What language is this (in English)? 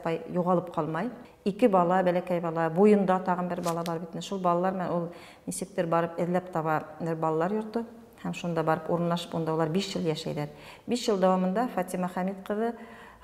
Bashkir